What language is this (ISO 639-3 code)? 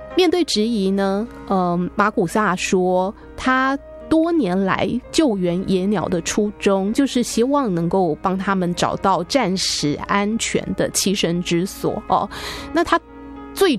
zho